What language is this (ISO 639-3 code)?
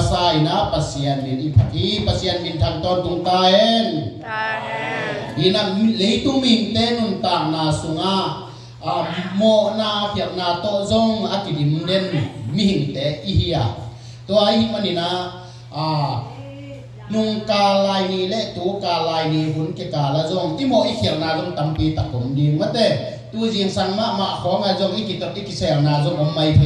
ctd